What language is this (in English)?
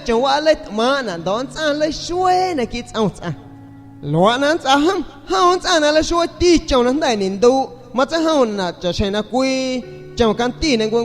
San Pedro Amuzgos Amuzgo